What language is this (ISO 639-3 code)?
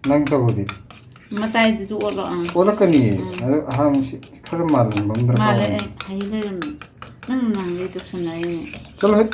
mni